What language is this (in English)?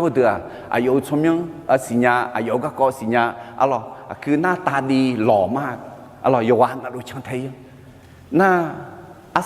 Akha